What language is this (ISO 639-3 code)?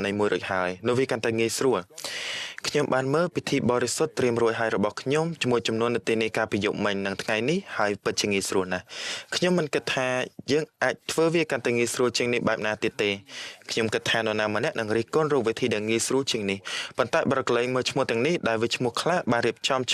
khm